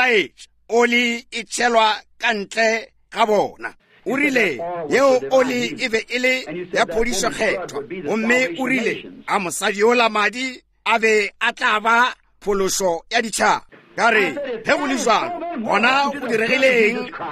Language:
Northern Sotho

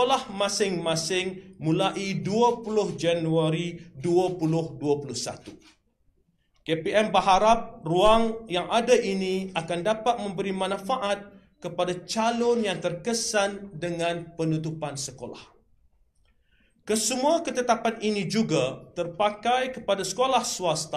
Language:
Malay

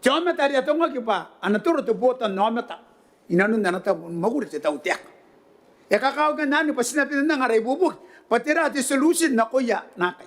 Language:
Gilbertese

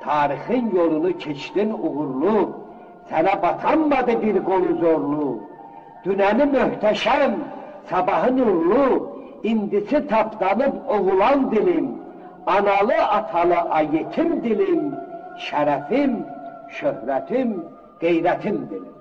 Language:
South Azerbaijani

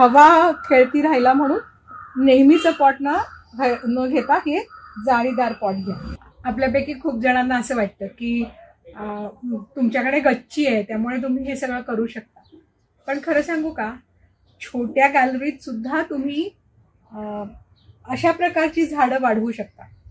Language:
Marathi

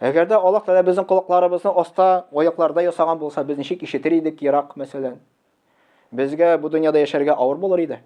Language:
Tatar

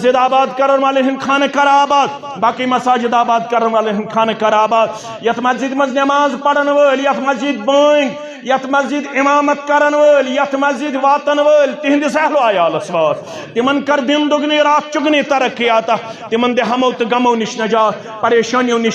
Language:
Kashmiri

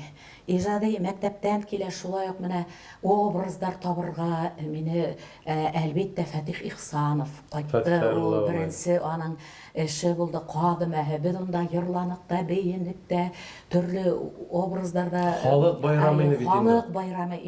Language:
Bashkir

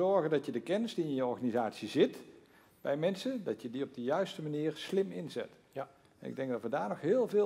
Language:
Dutch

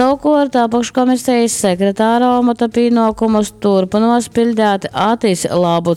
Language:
Latgalian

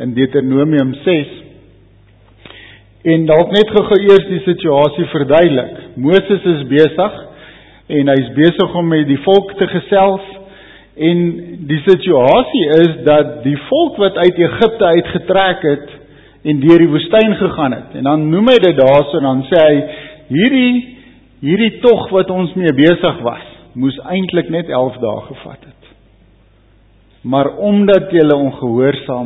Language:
Afrikaans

